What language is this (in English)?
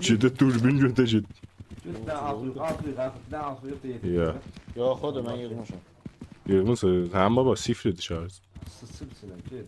South Azerbaijani